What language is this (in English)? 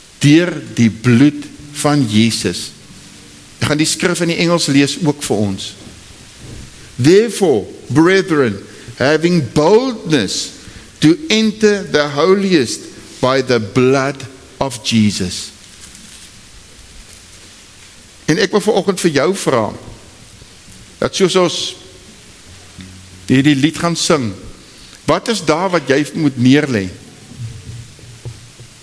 Afrikaans